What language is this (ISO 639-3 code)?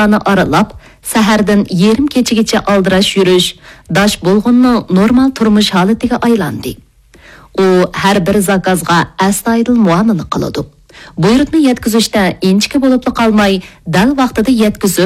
uig